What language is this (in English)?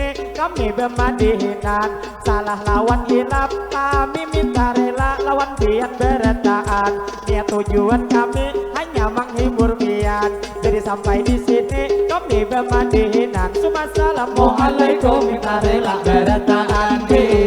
Banjar